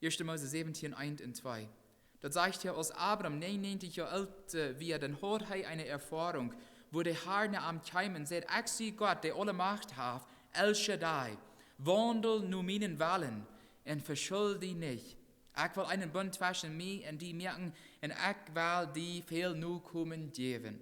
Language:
Plautdietsch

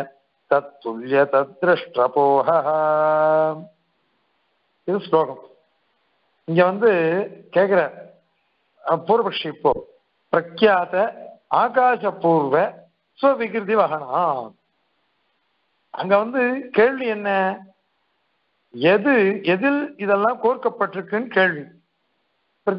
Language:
Tamil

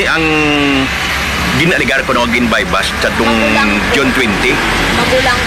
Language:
Hiligaynon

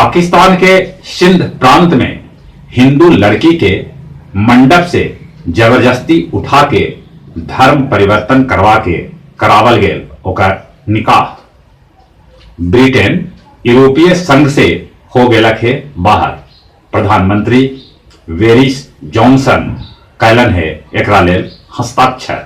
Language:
Magahi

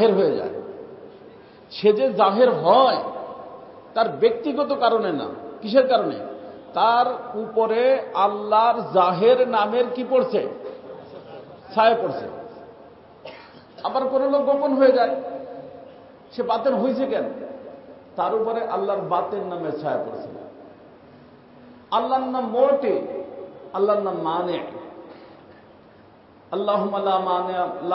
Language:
Bangla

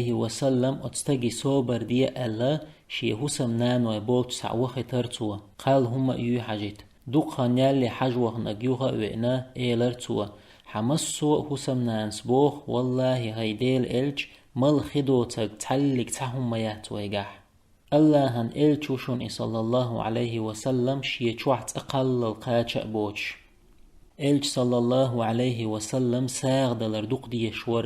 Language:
Chechen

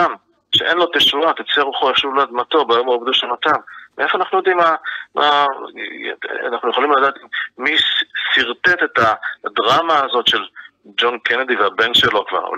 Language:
Hebrew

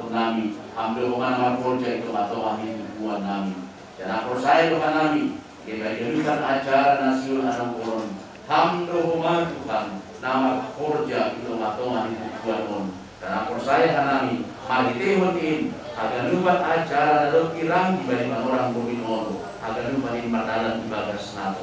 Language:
Batak Simalungun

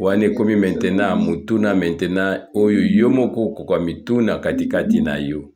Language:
Lingala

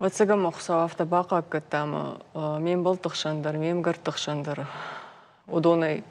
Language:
Ossetic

